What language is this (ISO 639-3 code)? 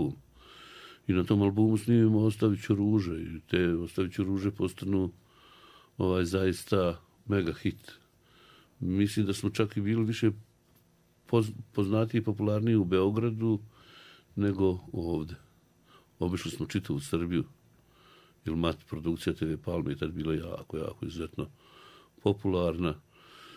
bos